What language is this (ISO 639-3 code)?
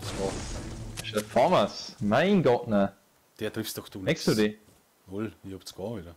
bar